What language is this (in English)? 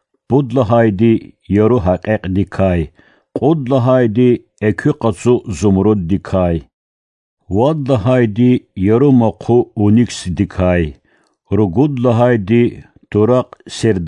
Lezghian